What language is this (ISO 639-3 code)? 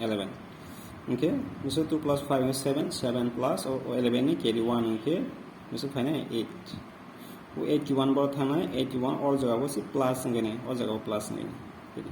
trp